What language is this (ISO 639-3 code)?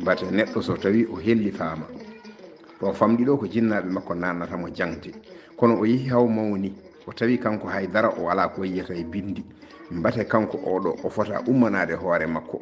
ful